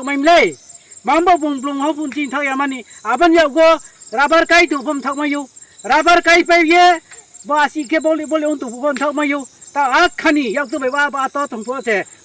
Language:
Riang (India)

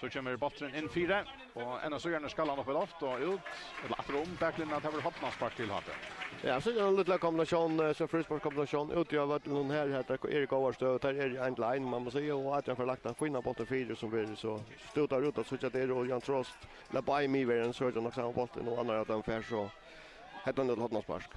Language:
Faroese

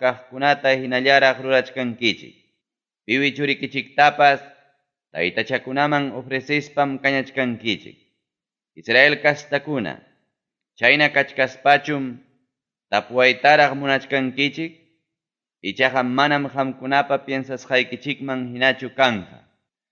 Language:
Ayacucho Quechua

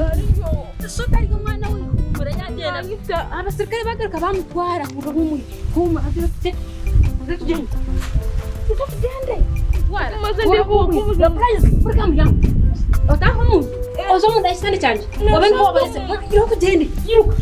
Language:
Nyankole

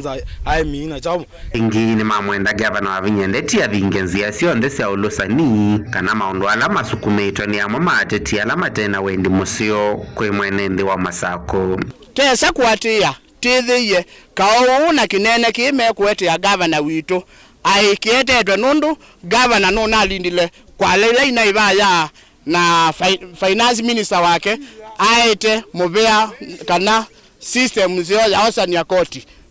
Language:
Kamba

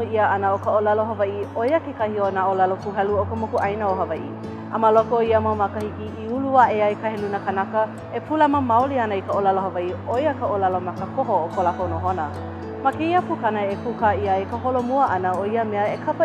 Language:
Hawaiian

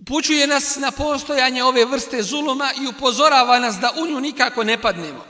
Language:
Bosnian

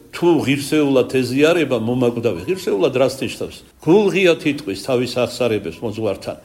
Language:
Georgian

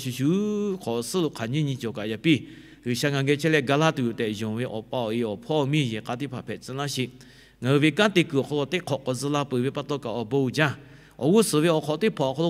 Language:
Lahu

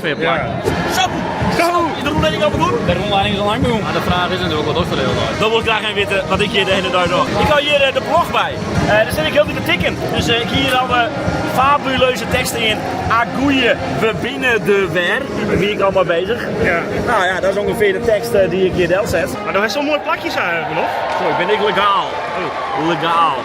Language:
Western Frisian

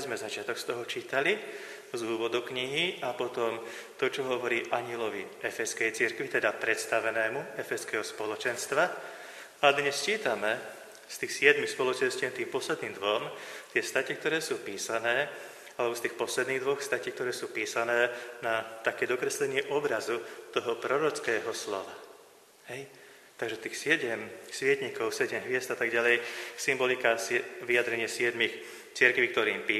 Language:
Slovak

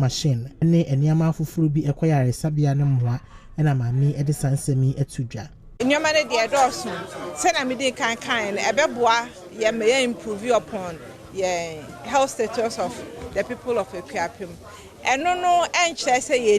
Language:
Akan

